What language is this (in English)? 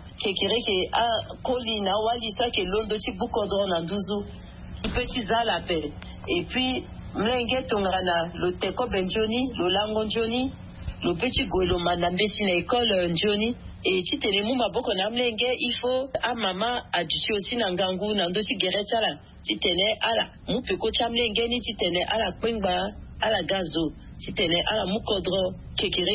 Sango